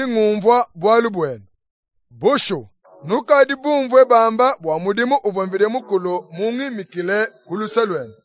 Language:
Luba-Lulua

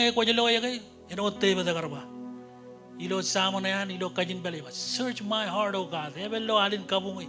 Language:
Marshallese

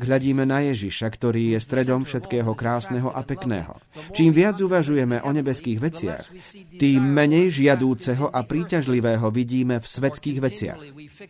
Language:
Slovak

